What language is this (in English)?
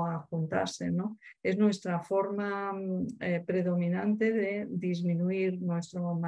Spanish